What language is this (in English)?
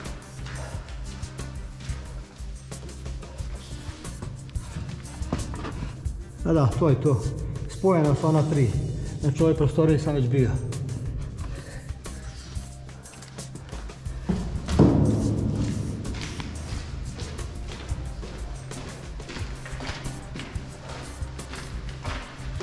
Croatian